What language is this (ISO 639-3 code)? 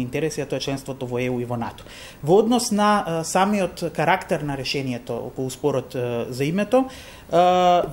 mkd